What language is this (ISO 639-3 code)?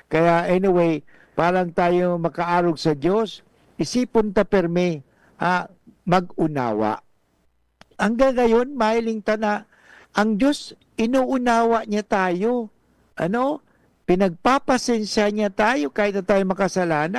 bik